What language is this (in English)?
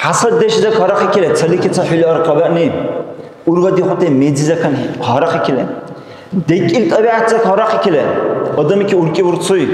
Dargwa